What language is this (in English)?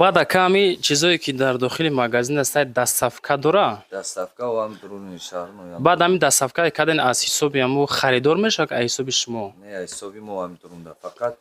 Tajik